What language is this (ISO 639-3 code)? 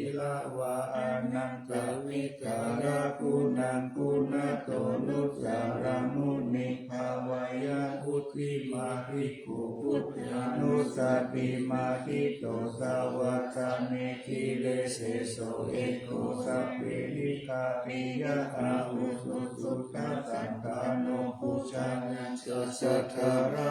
pli